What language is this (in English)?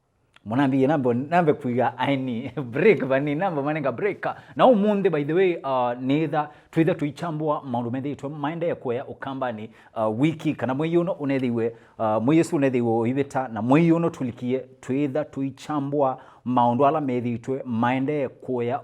Kamba